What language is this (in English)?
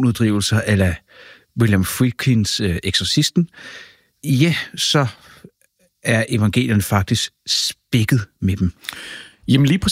Danish